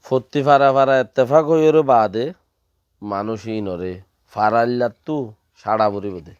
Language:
Rohingya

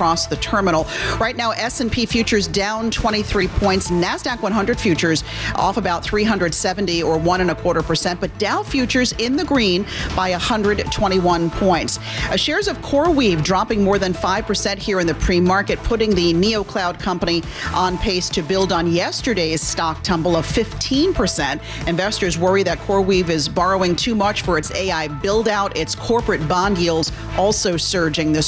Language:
English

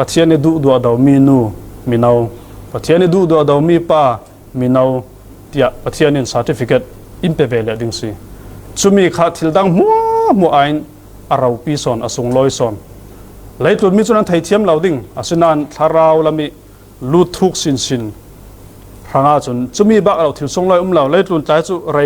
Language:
Falam Chin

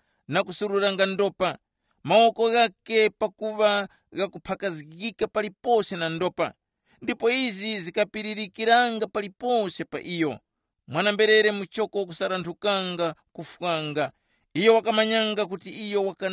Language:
Tumbuka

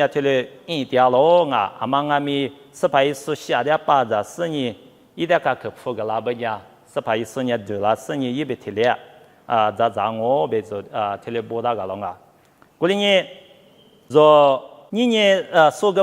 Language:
Lisu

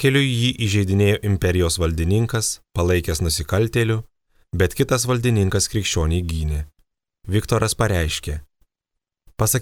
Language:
Lithuanian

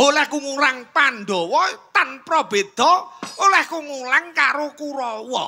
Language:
Javanese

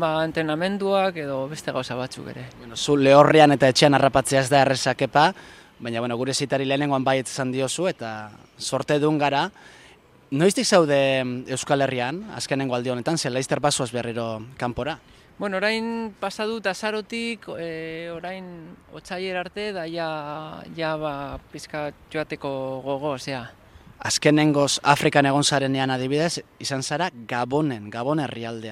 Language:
Basque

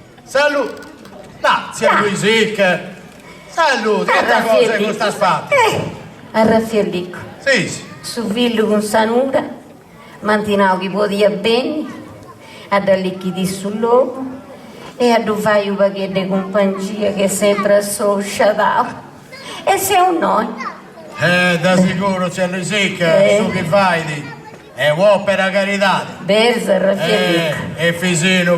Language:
Sardinian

